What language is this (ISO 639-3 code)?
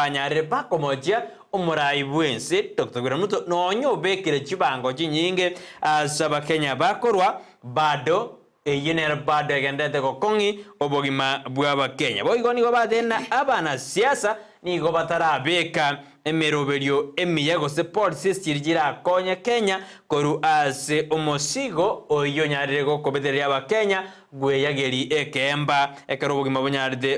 guz